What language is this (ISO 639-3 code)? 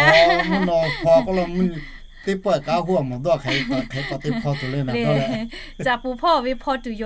lhu